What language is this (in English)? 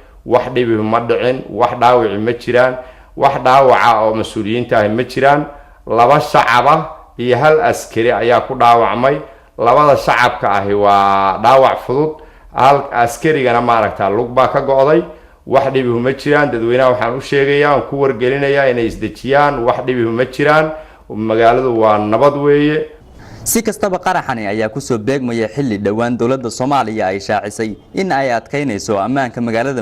Somali